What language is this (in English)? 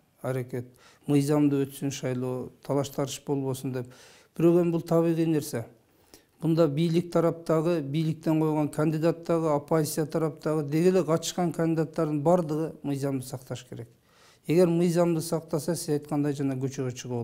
Kyrgyz